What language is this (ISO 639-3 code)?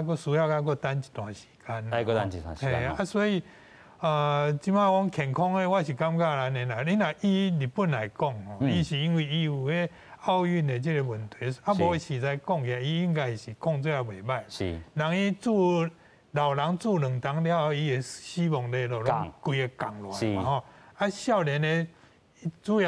nan